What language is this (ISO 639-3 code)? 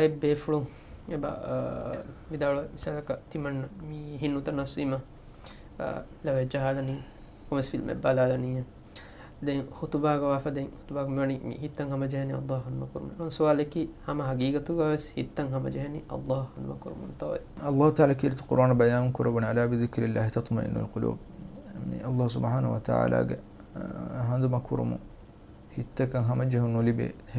div